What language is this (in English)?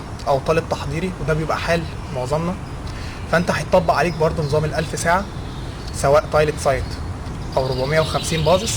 Egyptian Arabic